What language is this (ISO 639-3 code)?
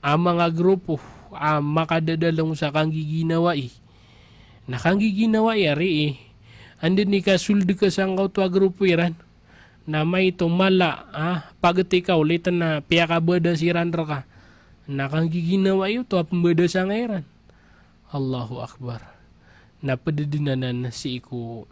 mrw